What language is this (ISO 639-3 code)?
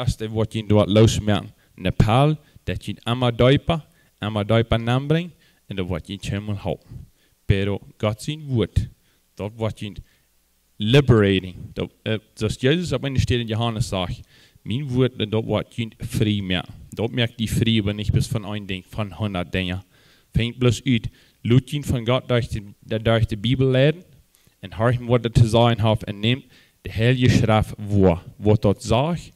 pdt